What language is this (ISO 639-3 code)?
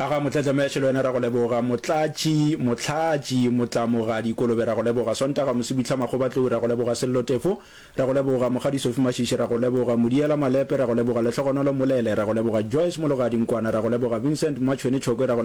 nso